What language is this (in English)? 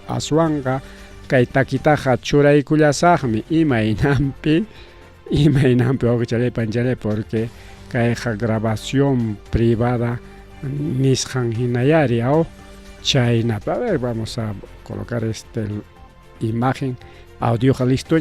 Ayacucho Quechua